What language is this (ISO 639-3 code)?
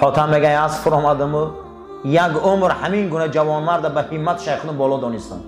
tgk